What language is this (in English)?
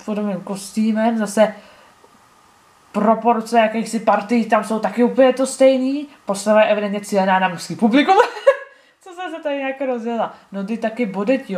Czech